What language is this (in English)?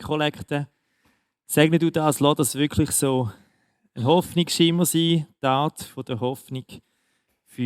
Swiss German